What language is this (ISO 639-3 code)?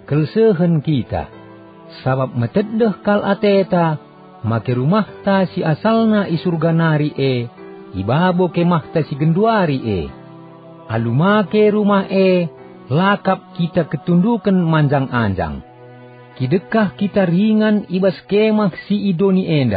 btx